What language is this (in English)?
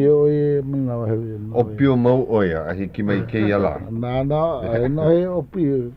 Hawaiian